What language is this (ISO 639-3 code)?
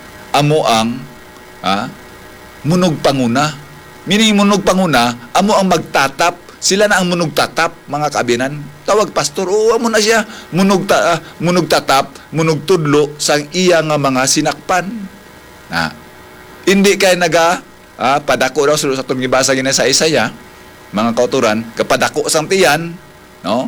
hil